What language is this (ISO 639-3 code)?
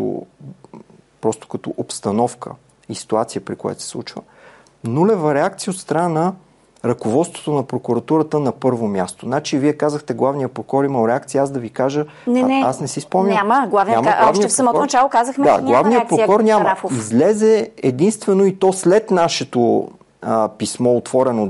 bul